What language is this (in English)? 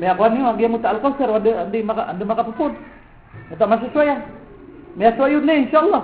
Maranao